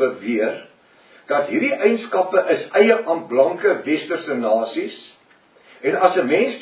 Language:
Afrikaans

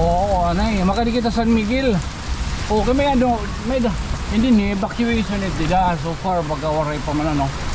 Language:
Waray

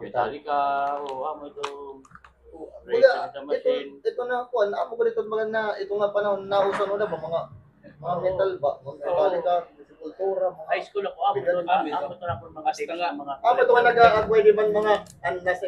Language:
Waray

